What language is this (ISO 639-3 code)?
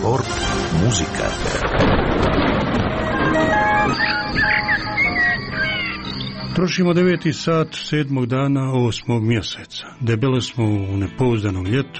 hrv